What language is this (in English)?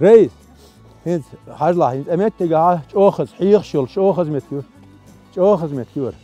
Chechen